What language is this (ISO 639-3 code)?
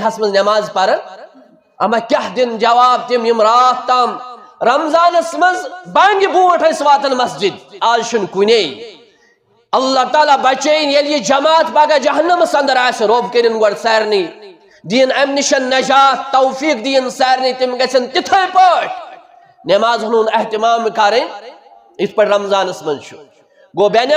kas